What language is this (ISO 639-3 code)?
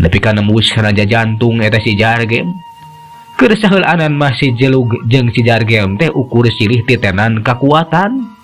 sun